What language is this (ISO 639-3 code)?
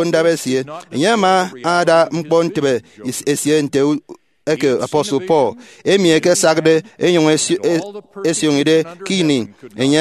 efi